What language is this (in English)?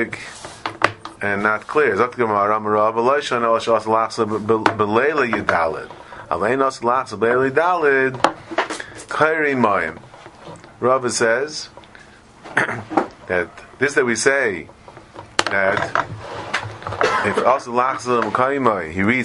English